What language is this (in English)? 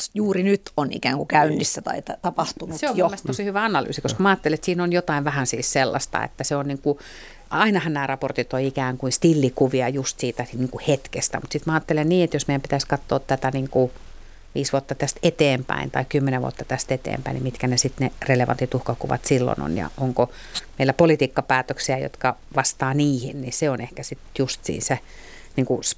Finnish